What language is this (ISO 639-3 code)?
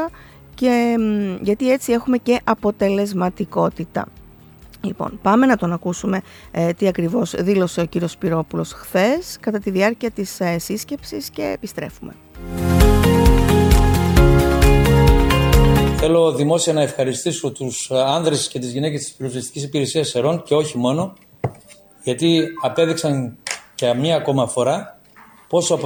ell